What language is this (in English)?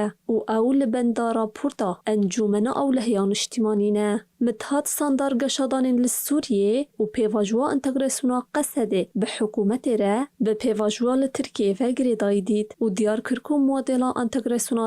Kurdish